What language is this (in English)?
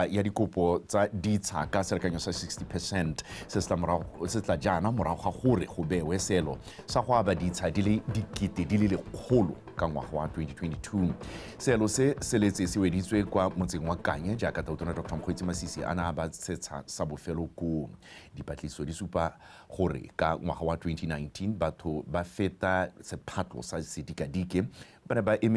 Tswana